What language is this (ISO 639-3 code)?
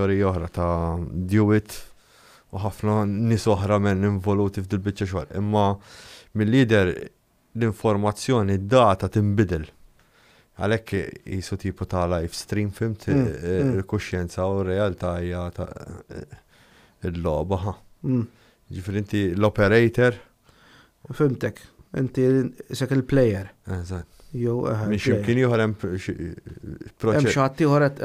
mlt